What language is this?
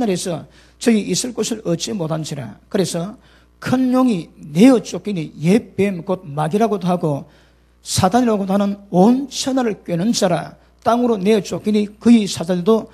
Korean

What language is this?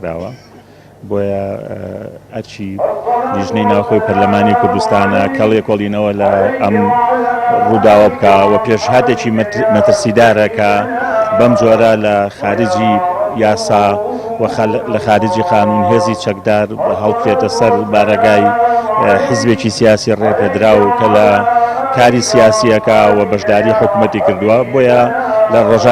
Central Kurdish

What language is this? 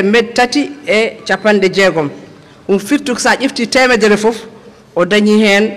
Fula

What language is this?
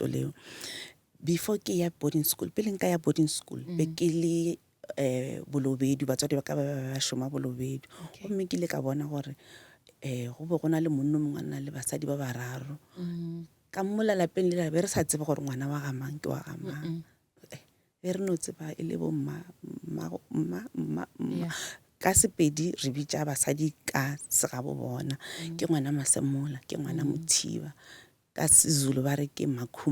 Northern Sotho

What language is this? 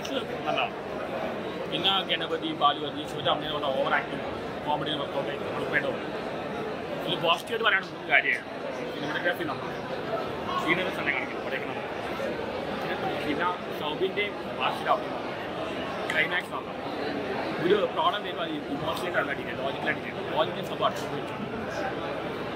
Malayalam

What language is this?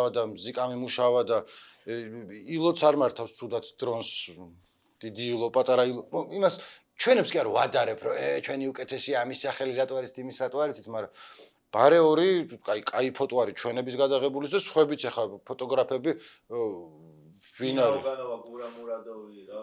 Georgian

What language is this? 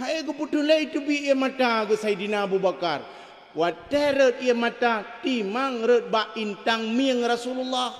Achinese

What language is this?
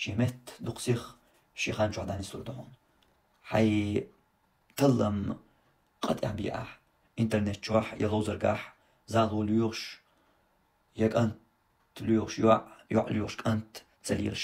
Chechen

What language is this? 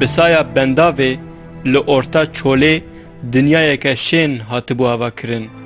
Kurdish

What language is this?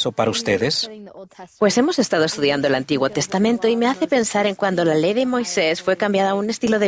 Spanish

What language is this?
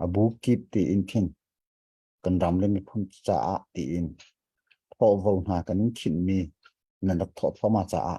Hakha Chin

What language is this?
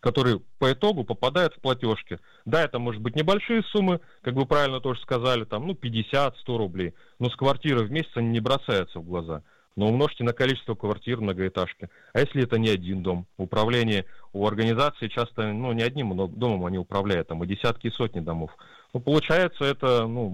Russian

